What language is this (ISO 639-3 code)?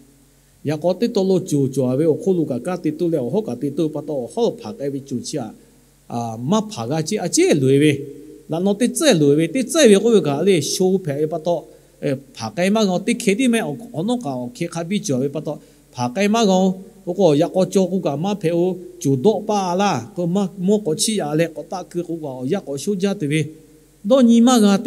lhu